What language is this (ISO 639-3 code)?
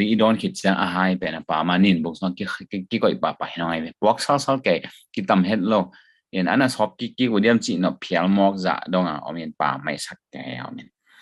ctd